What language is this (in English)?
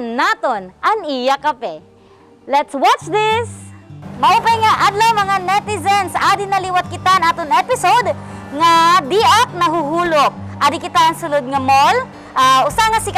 Waray